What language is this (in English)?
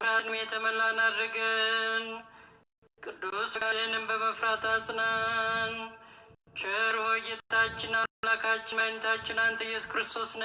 Amharic